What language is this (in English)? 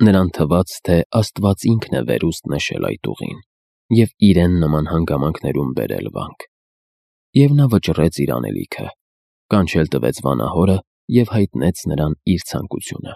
Armenian